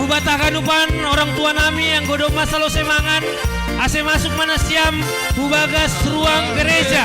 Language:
Batak Simalungun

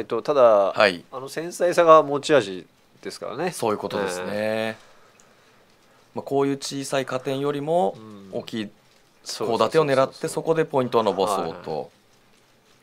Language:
Japanese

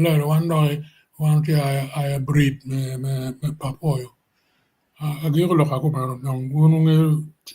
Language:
Acoli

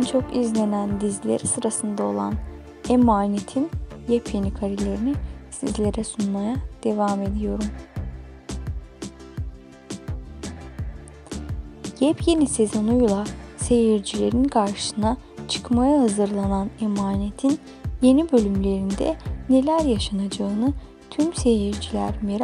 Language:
Turkish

